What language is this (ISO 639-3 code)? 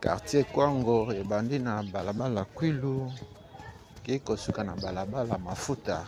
lin